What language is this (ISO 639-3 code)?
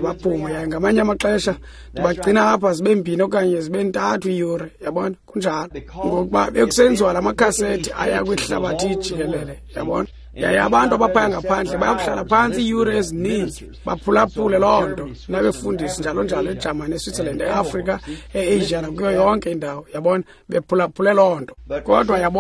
xho